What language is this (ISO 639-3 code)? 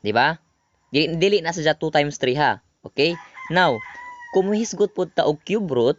ceb